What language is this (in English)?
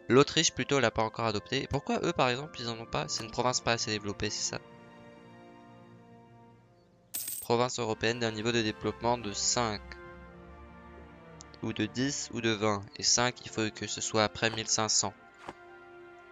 French